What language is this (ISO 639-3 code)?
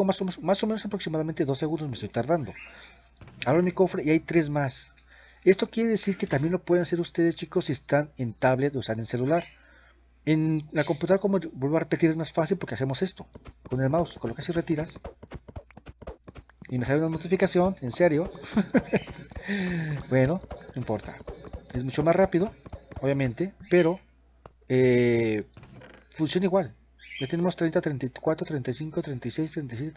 spa